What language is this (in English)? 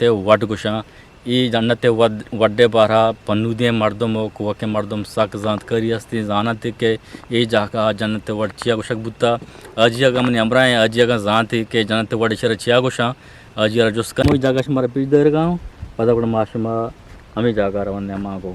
Eastern Balochi